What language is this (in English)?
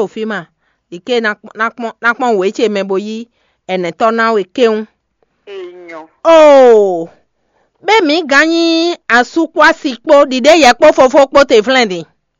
Fon